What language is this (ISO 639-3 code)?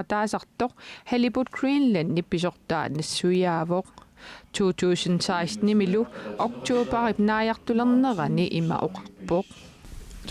kal